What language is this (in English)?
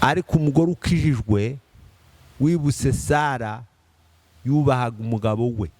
Kinyarwanda